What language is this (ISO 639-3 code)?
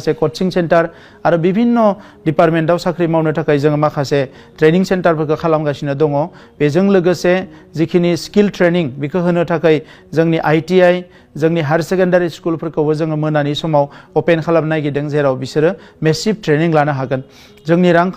brx